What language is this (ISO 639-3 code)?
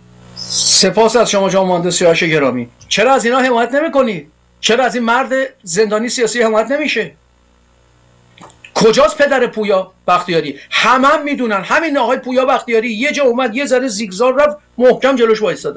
fas